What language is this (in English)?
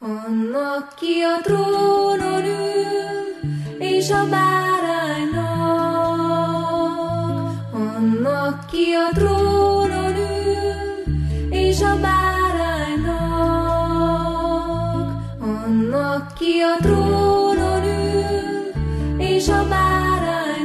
Hungarian